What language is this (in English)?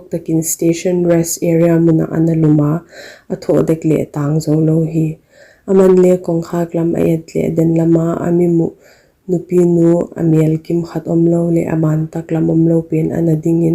Paite Chin